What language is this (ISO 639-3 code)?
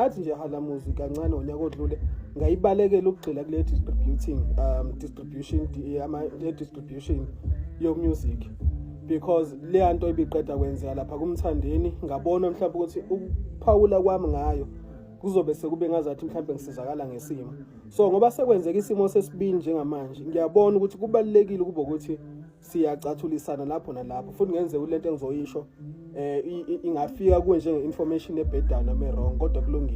zul